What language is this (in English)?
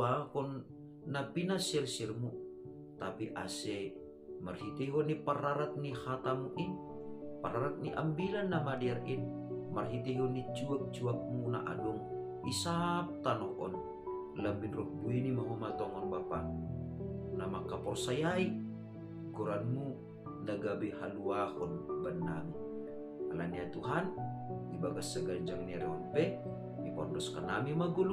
Batak Simalungun